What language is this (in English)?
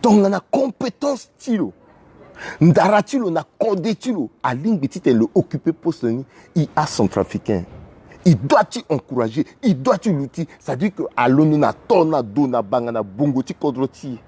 Sango